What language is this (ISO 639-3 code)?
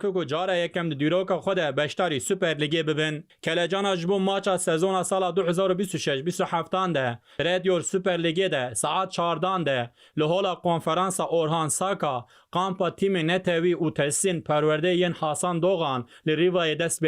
kur